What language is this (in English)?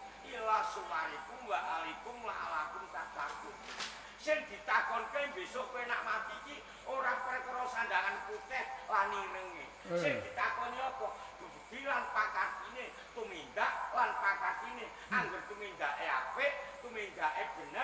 Javanese